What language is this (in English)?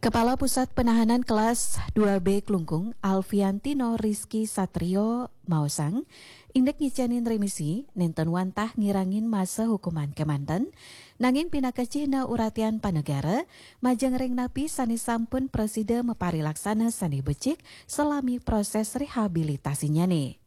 Balinese